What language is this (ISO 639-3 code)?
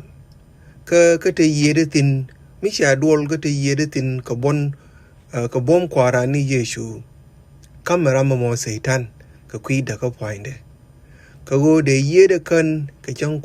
nus